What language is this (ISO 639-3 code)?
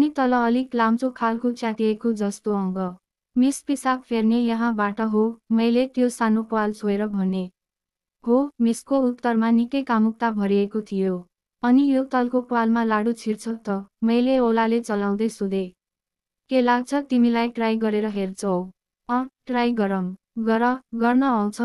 nep